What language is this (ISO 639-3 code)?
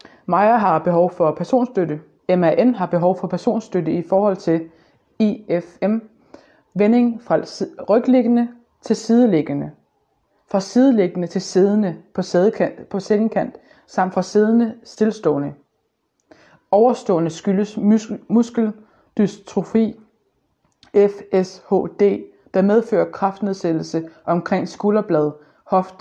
dan